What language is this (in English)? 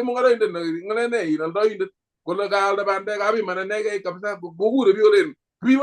Kalenjin